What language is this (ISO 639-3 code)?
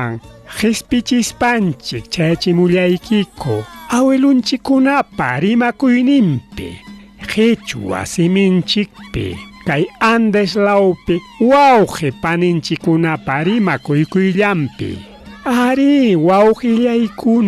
quy